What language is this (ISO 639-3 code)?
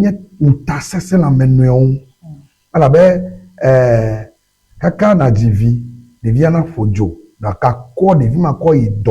ewe